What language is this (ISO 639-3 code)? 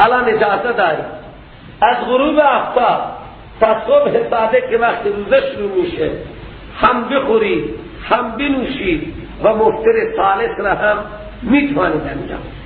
fas